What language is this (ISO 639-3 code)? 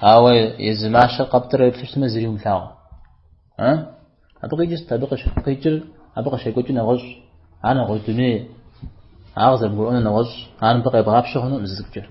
kbd